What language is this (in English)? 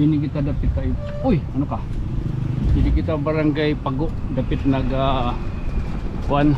Waray